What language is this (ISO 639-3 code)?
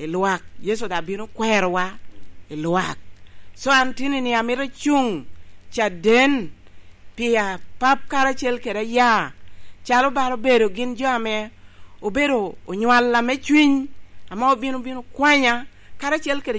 laj